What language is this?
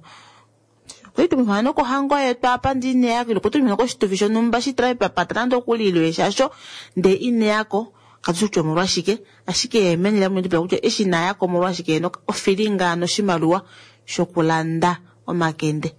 Kuanyama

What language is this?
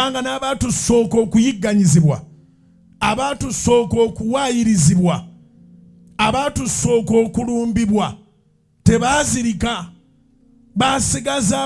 Ganda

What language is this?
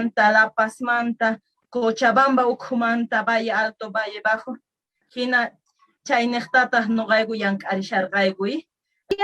Quechua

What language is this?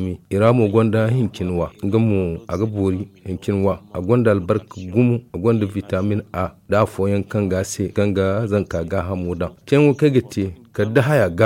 Zarma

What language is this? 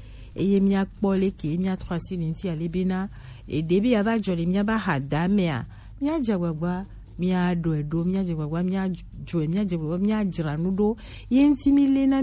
Gen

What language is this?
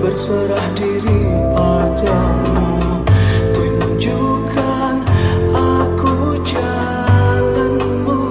Musi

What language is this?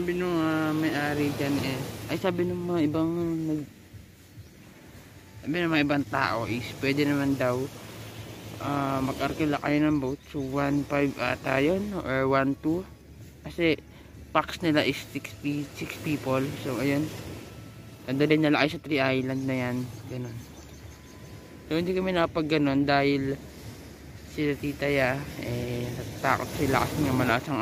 Filipino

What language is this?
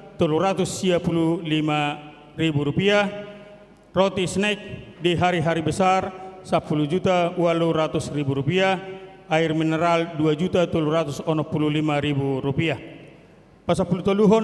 Batak Toba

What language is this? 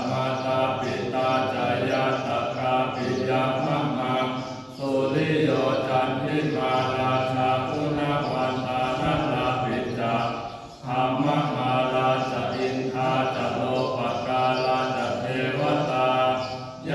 Pali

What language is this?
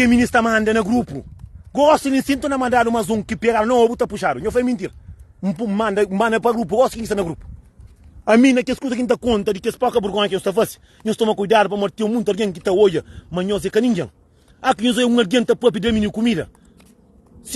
Kabuverdianu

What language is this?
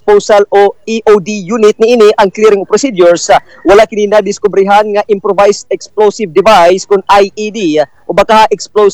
Cebuano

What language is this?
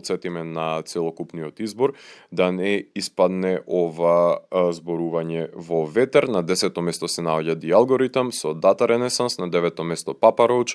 Macedonian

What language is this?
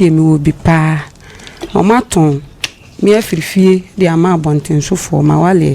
Akan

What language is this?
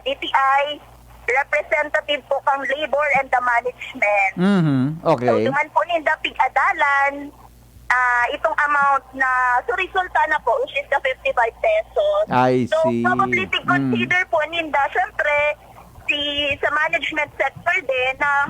Bikol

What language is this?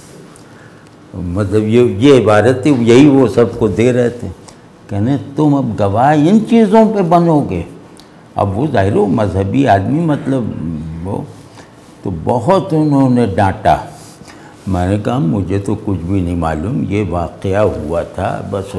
Urdu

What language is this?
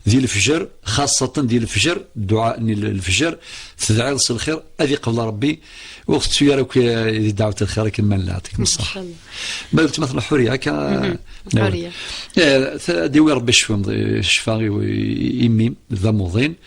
Kabyle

